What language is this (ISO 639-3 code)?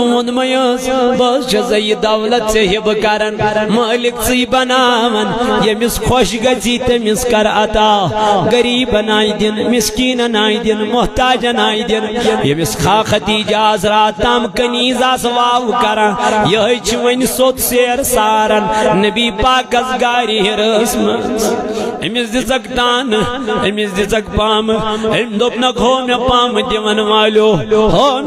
kas